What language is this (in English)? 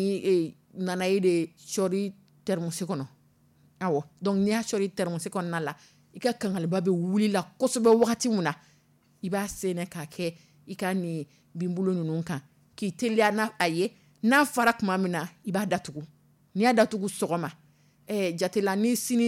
Dyula